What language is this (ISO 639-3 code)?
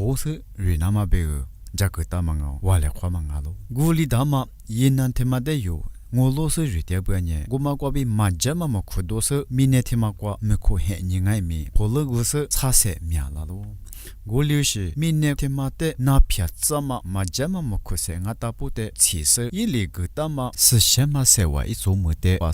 lis